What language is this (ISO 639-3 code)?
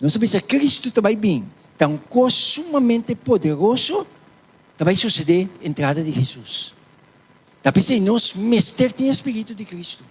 pap